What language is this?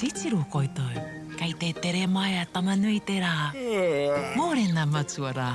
Māori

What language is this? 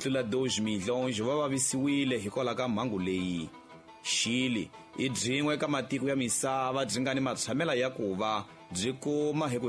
Tsonga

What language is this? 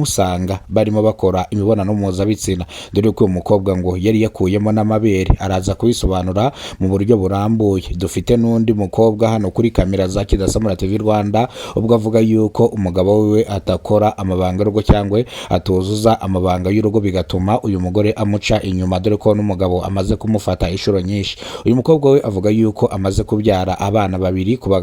Kinyarwanda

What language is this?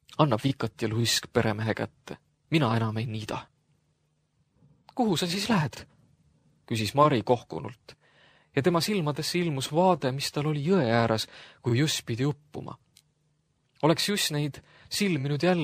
Estonian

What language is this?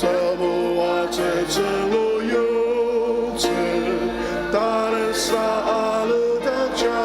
Ao Naga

